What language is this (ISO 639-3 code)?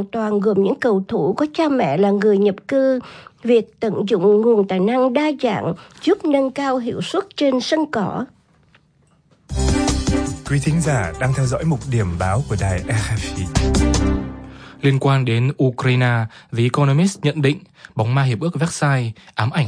vie